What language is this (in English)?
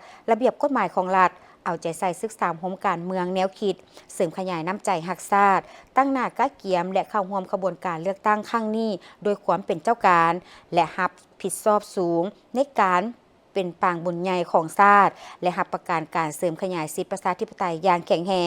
Lao